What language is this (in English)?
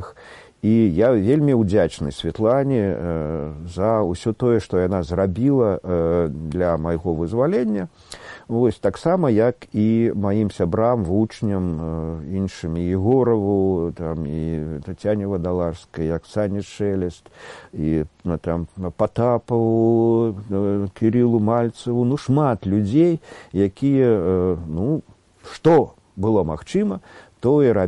Belarusian